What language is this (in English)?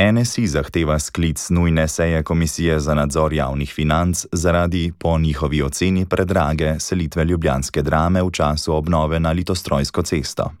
Slovenian